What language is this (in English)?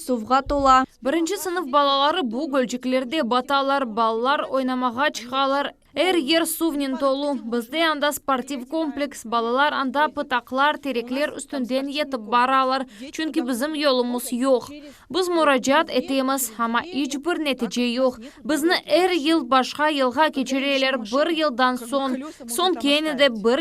Crimean Tatar